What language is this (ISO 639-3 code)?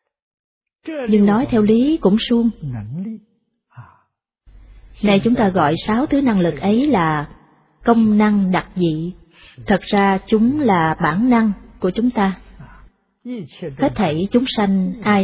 vie